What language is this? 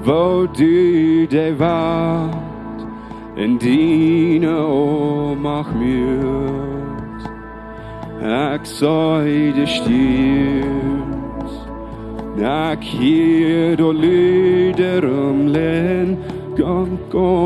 Plautdietsch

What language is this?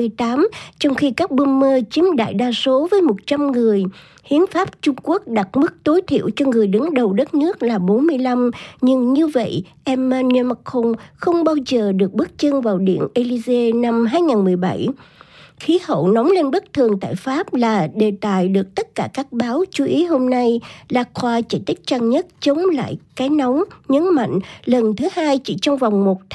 Vietnamese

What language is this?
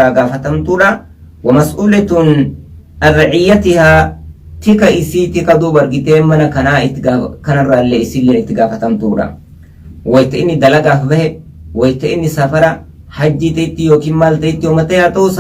Oromo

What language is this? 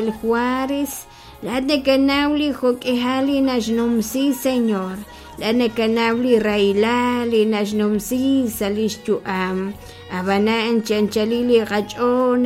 Kekchí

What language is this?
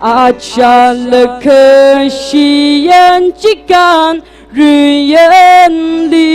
Tangkhul Naga (India)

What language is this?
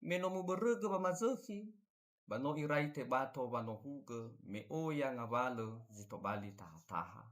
Nias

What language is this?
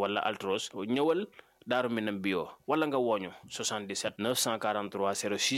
Wolof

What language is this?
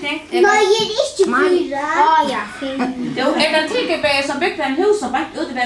Faroese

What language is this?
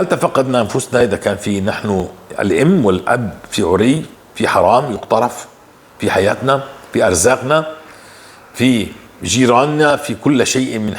North Levantine Arabic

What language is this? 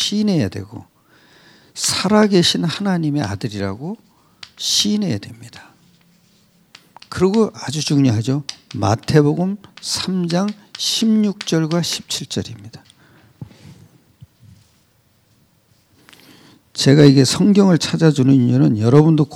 Korean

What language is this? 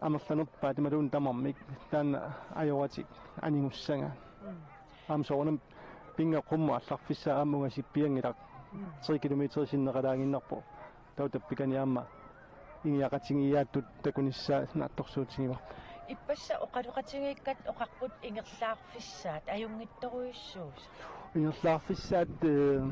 Kalaallisut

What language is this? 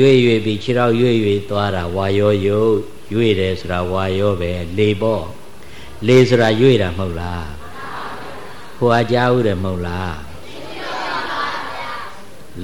Burmese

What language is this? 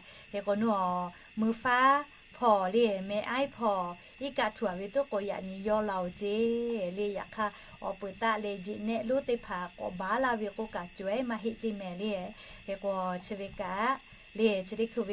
Lahu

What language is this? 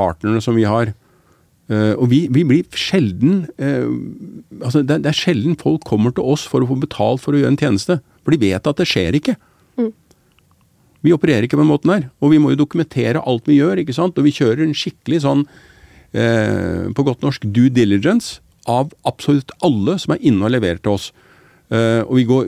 Norwegian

